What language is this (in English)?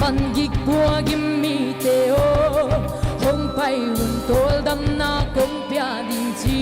Paite Chin